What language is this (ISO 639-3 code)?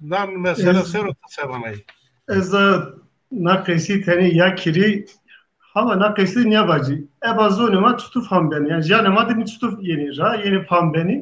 zza